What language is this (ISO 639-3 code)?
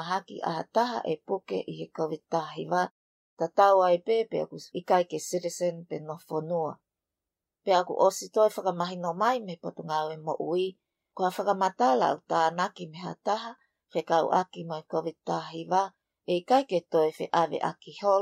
ton